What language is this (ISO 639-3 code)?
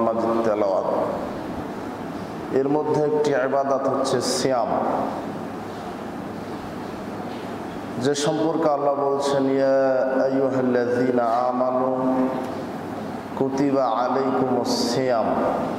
ben